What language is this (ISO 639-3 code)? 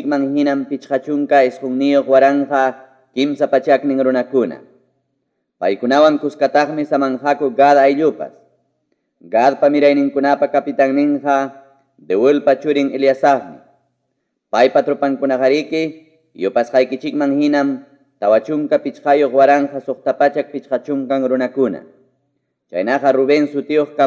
quy